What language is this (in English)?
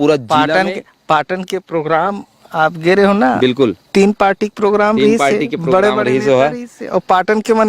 Chhattisgarhi